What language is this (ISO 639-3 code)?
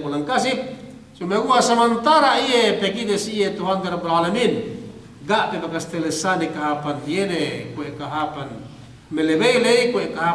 yka